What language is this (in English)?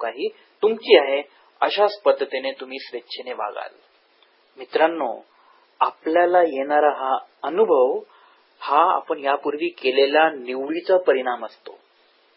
Marathi